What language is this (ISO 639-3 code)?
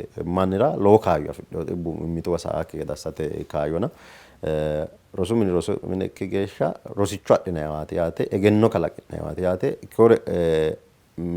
sid